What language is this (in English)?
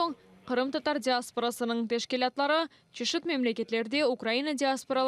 Crimean Tatar